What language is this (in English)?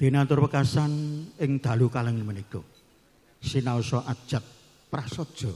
Javanese